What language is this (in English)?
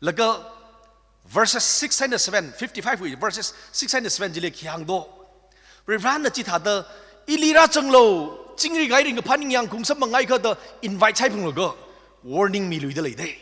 Tangkhul Naga (India)